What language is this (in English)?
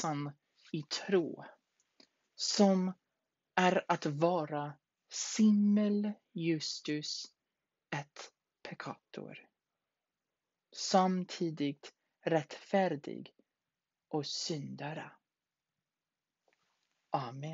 Swedish